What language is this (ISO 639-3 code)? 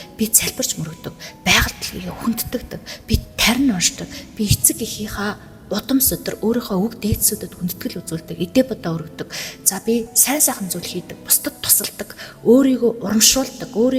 mon